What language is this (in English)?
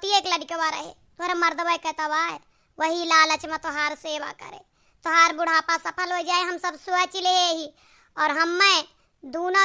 Awadhi